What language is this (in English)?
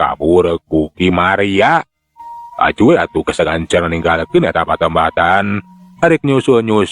Sundanese